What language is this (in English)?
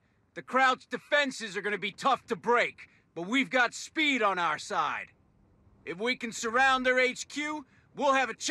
English